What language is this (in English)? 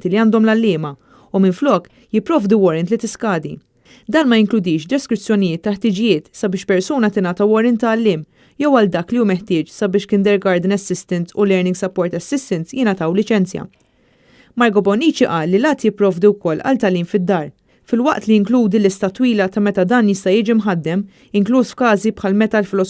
Maltese